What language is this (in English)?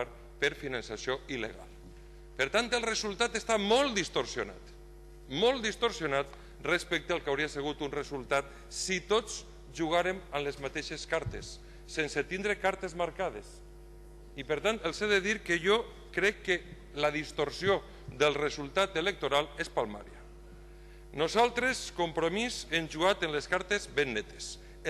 Catalan